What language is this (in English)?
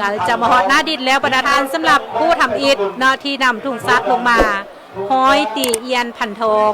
Lao